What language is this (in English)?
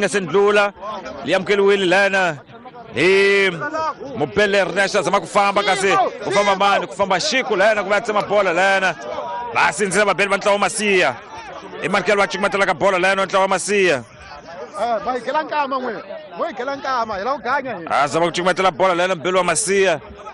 Tsonga